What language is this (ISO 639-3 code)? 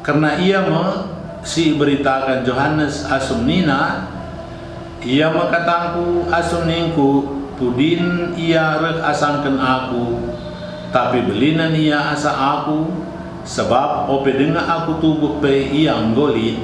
btx